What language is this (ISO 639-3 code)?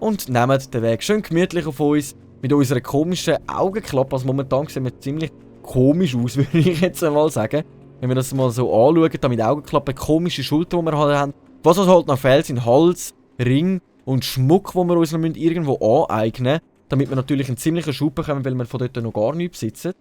gsw